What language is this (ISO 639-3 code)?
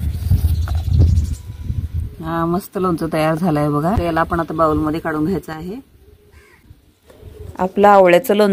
mar